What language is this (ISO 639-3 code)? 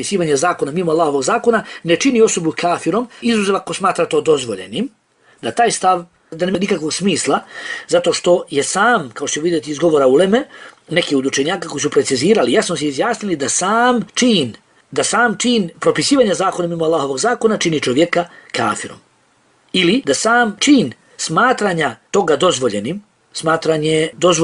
bos